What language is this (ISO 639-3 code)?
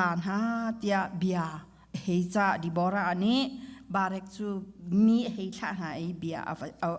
cnh